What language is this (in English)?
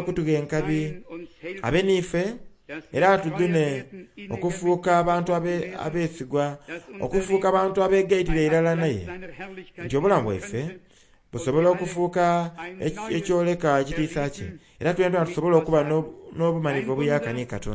Soga